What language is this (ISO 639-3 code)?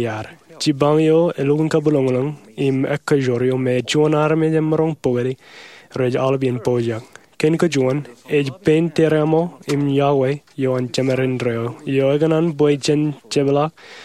mah